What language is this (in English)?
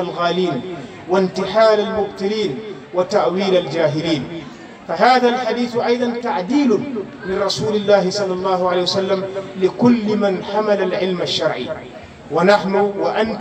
Arabic